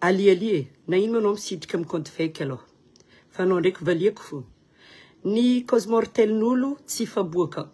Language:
Malagasy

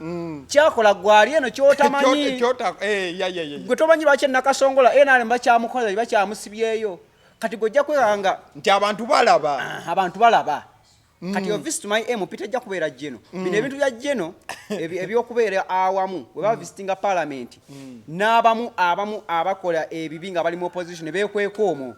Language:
Ganda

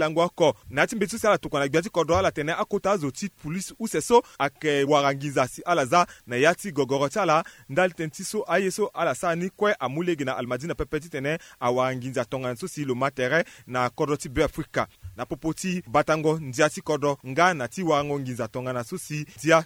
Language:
Sango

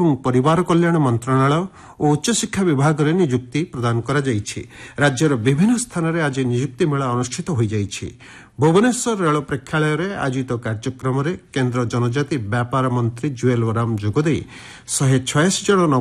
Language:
Odia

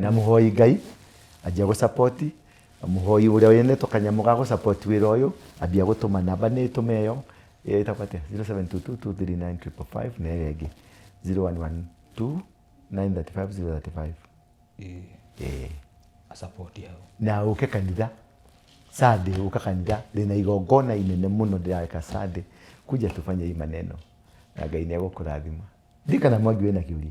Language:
Kikuyu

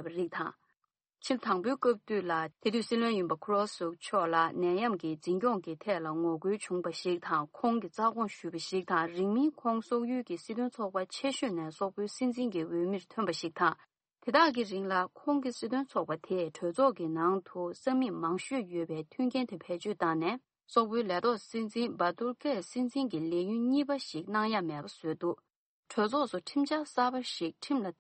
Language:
Tibetan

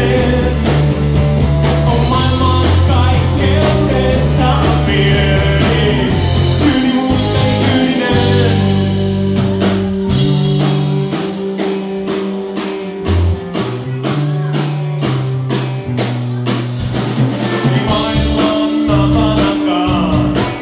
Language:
Finnish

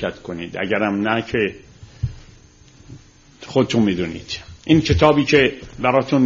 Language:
Persian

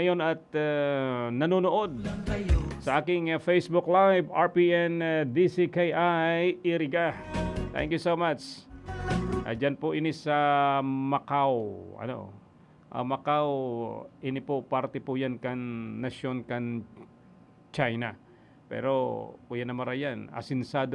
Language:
Bikol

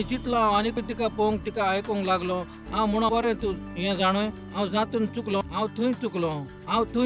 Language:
Konkani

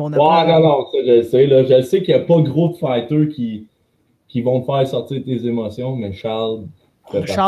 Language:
French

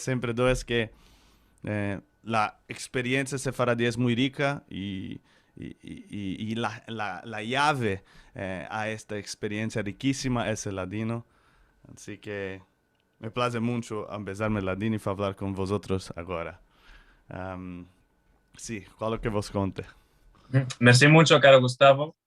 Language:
Ladino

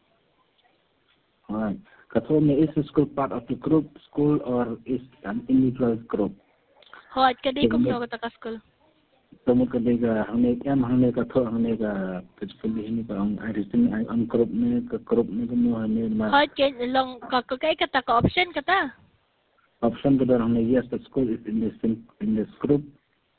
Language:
Khasi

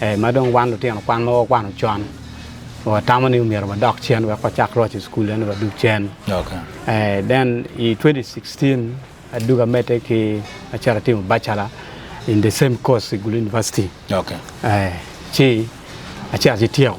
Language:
Acoli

